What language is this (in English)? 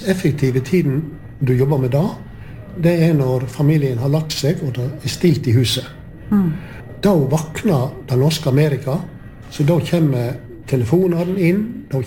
Norwegian